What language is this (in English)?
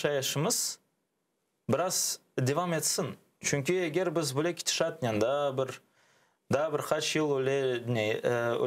Crimean Tatar